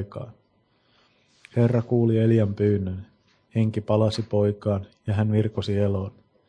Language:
Finnish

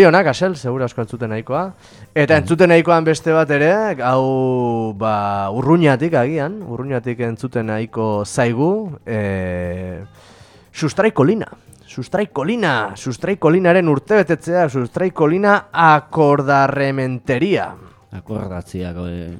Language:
Basque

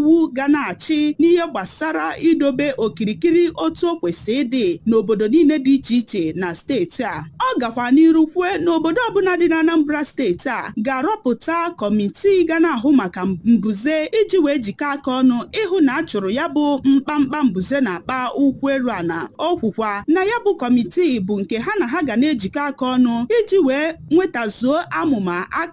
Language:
Igbo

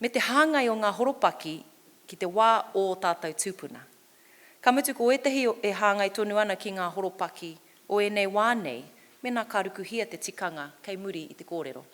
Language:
Māori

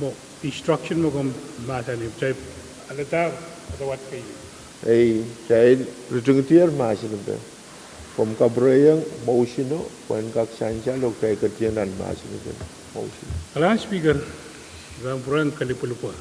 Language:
Pohnpeian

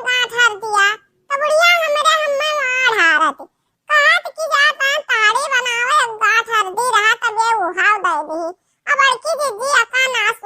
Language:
Awadhi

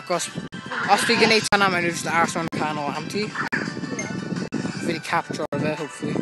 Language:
Welsh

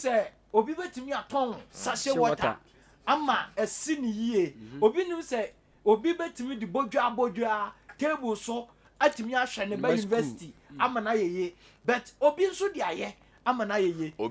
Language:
Akan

